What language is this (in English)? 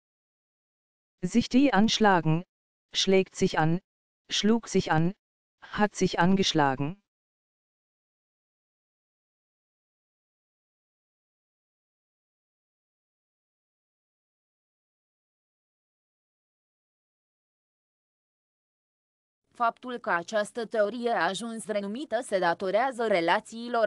Romanian